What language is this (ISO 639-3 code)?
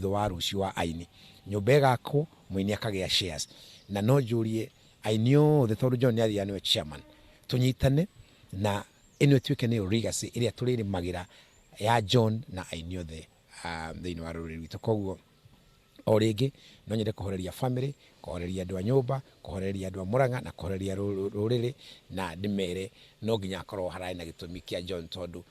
kik